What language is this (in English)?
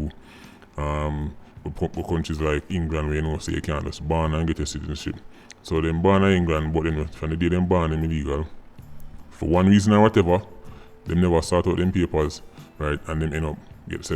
Jamaican Creole English